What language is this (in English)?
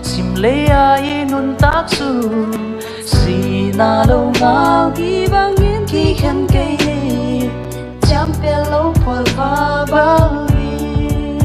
Paite Chin